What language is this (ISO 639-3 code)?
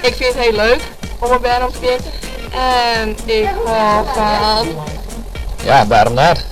fry